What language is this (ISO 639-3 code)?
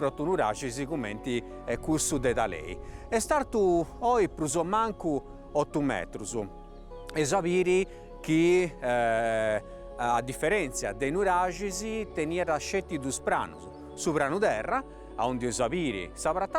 srd